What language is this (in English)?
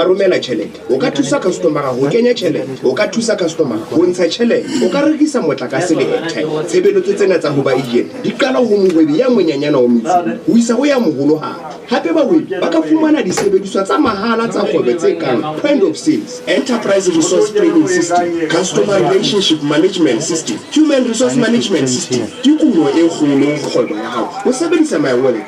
Southern Sotho